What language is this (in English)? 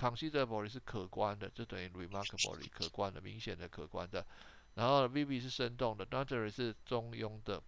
Chinese